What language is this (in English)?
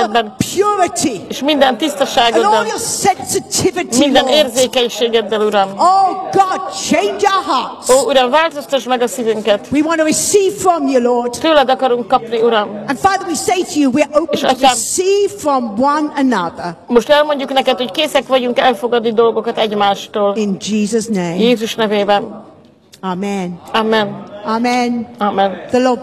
Hungarian